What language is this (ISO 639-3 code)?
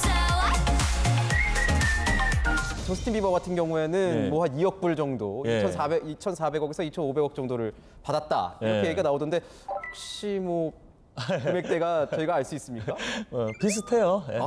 kor